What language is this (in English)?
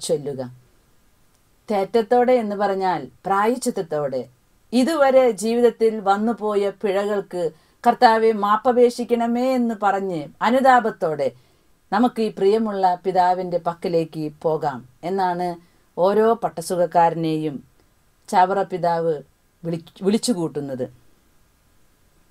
Malayalam